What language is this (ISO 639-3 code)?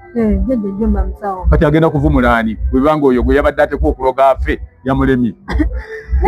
lug